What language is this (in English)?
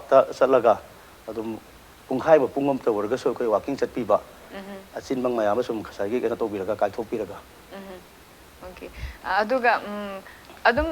Manipuri